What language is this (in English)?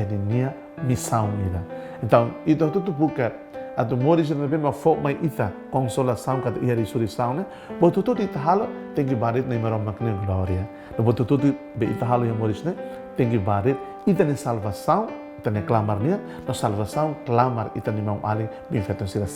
Tetum